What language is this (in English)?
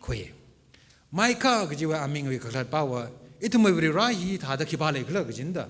Tangkhul Naga (India)